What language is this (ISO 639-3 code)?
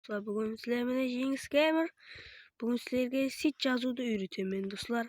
kaa